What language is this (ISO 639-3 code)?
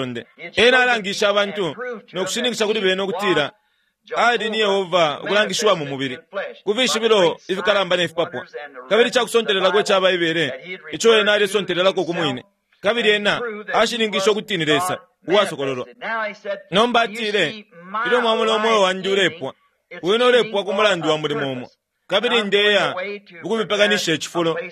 bem